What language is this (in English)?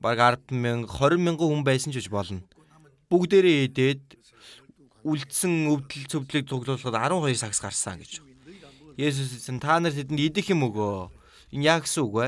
Mongolian